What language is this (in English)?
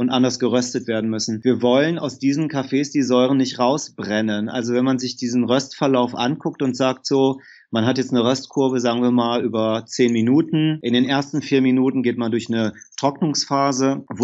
German